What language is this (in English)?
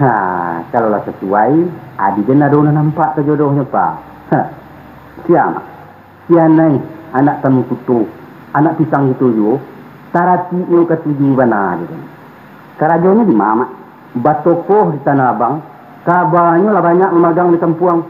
Minangkabau